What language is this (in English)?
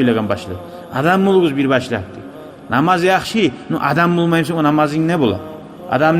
Kumyk